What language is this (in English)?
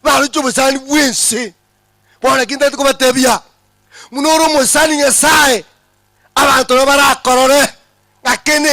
Gusii